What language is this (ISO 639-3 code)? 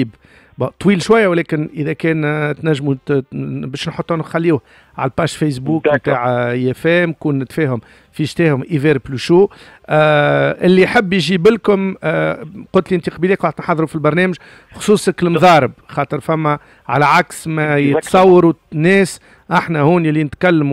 aeb